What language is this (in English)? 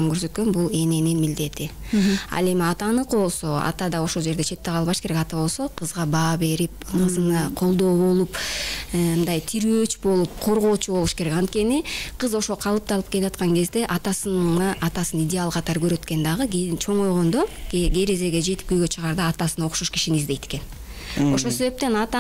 Kyrgyz